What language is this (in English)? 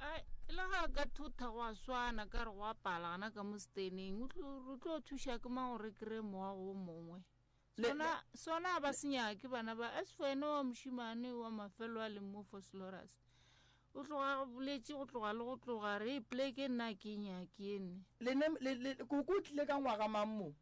Northern Sotho